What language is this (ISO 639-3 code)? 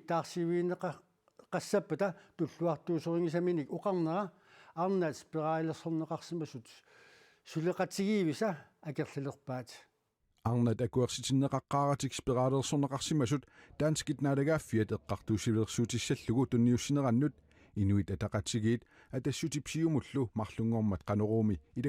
kal